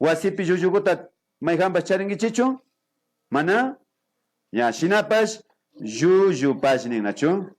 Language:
Imbabura Highland Quichua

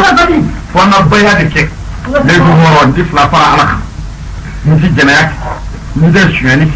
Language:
Bambara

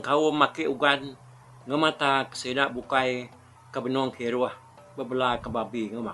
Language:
Iban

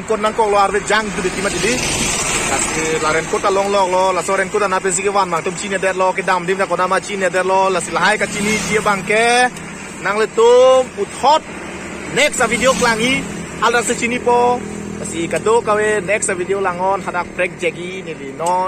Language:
Karbi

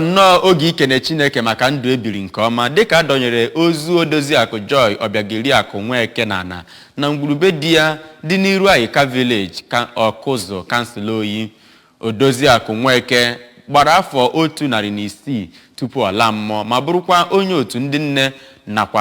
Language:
Igbo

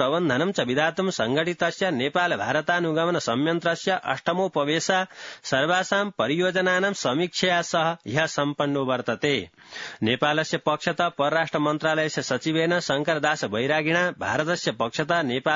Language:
Sanskrit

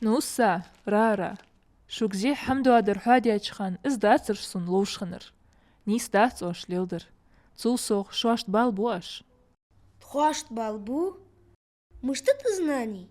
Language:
Ingush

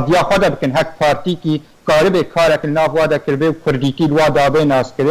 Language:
Kurdish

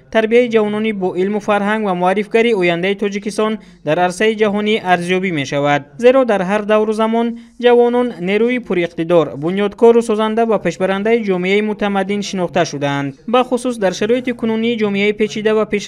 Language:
Tajik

